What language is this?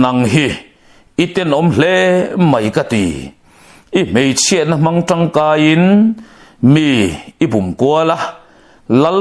Mizo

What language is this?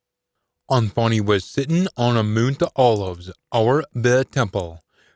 Scots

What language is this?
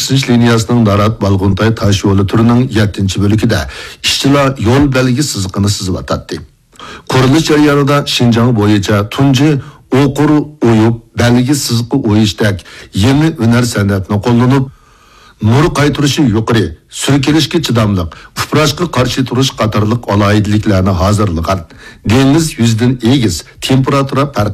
Uyghur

